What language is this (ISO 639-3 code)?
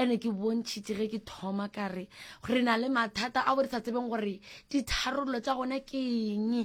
nso